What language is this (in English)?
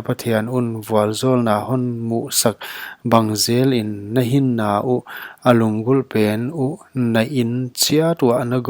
Paite Chin